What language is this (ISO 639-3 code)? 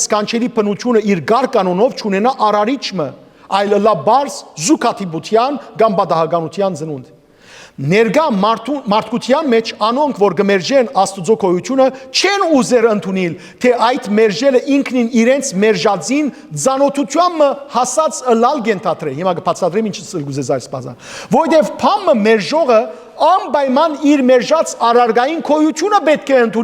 hyw